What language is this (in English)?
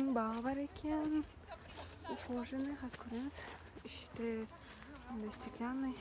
Kara-Kalpak